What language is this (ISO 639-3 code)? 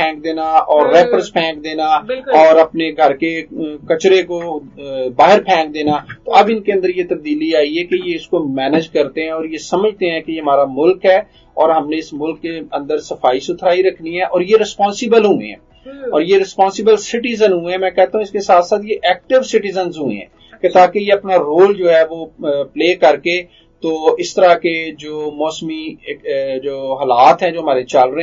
urd